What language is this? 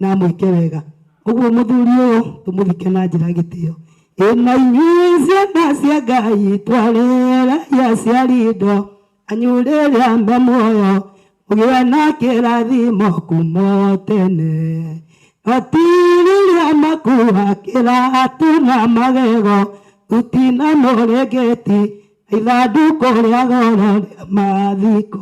Kikuyu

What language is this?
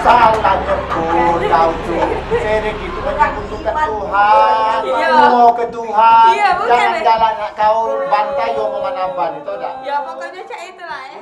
Musi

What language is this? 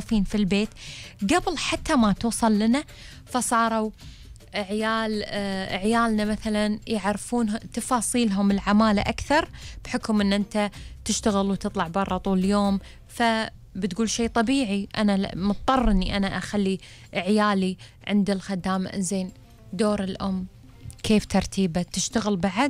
Gulf Arabic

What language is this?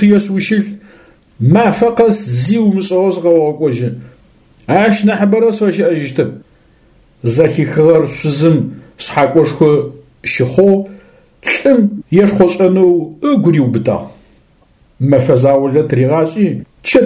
Adyghe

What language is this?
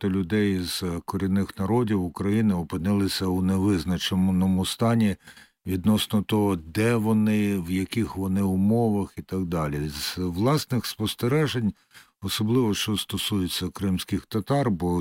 Ukrainian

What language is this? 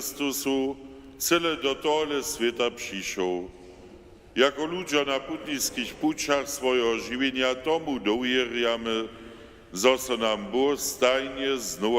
Upper Sorbian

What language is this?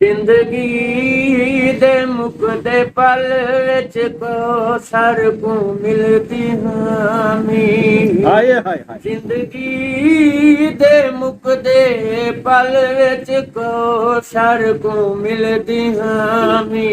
Saraiki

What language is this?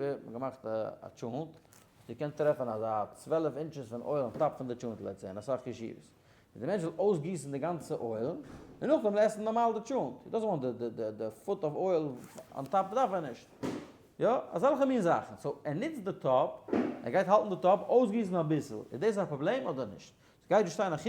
Yiddish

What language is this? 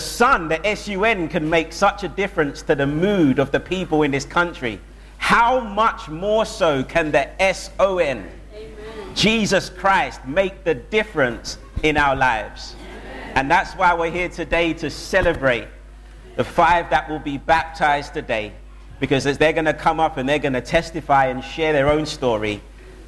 English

